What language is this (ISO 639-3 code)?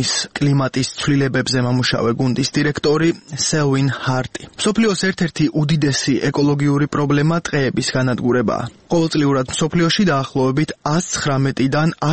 kat